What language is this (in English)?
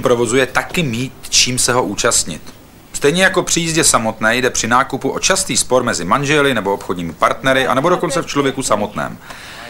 Czech